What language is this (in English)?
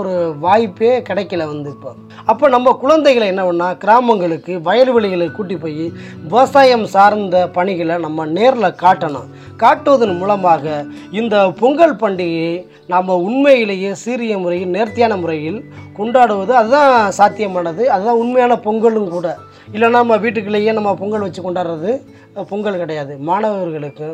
Tamil